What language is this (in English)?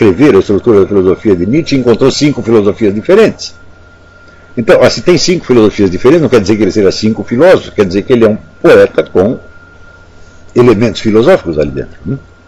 Portuguese